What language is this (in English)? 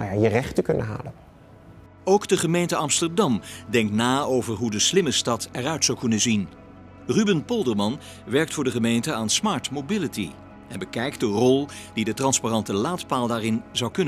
Dutch